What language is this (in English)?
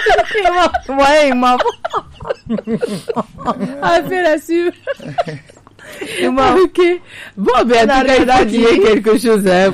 French